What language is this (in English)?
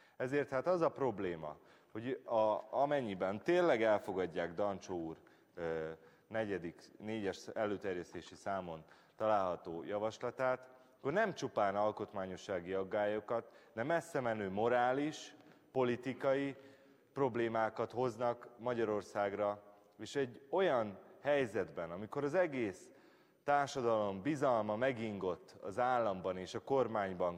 Hungarian